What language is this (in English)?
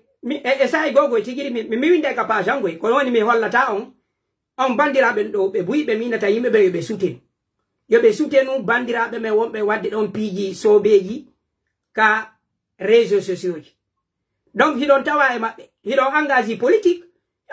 Pular